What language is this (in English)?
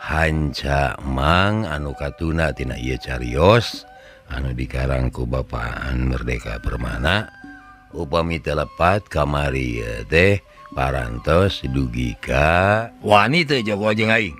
Sundanese